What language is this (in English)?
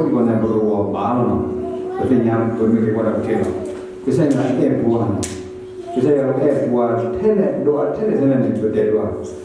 S'gaw Karen